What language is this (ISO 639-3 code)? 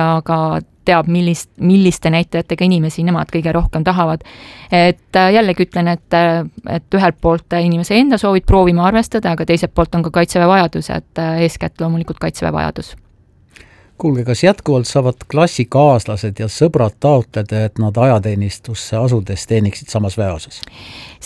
est